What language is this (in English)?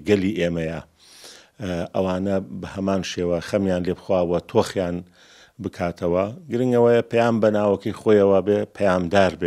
Central Kurdish